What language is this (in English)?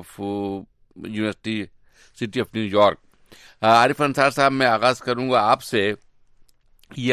Urdu